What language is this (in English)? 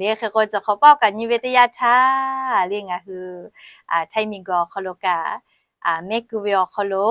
Lahu